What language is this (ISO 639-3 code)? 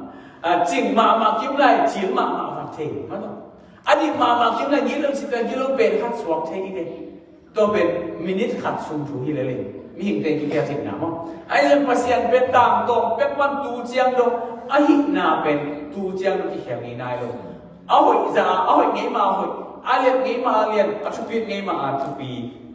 ctd